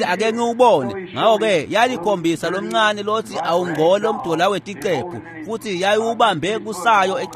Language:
Swati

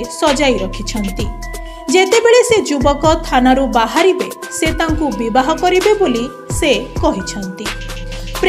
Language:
Odia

